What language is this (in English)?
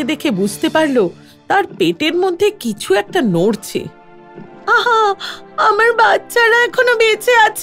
Bangla